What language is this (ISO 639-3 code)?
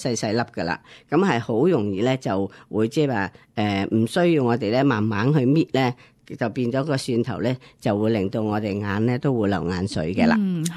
yue